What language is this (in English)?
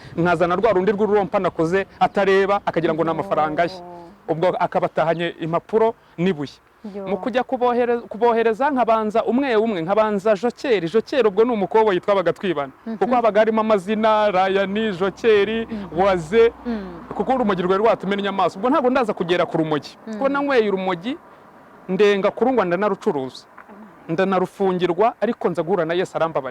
Kinyarwanda